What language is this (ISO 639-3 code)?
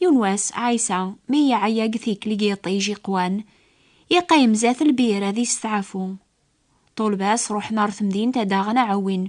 kab